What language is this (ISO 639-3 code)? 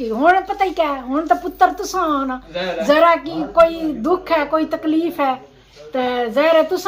phr